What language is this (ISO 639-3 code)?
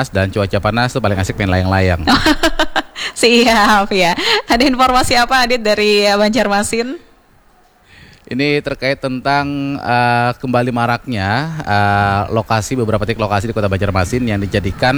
ind